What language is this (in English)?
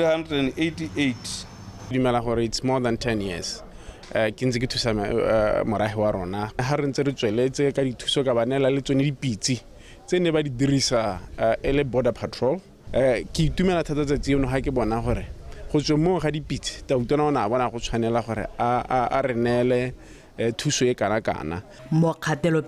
Tswana